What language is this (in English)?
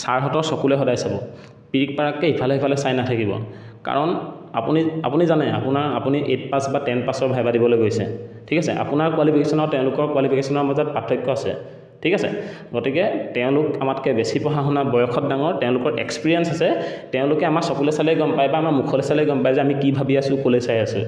Assamese